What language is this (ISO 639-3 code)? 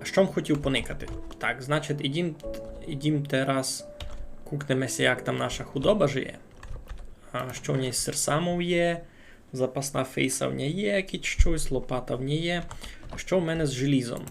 rue